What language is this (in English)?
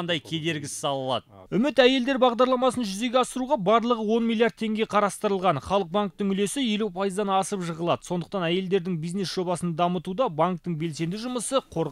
Kazakh